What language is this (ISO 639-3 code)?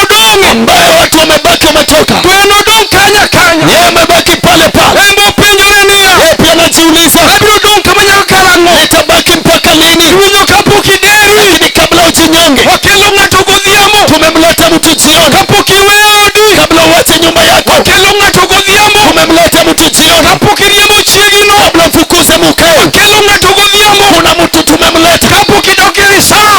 luo